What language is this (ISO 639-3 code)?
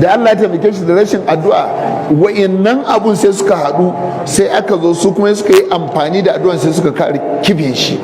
hau